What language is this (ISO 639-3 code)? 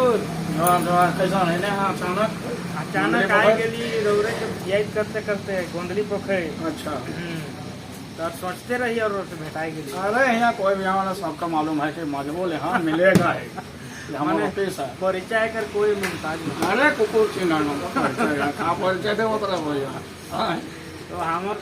sck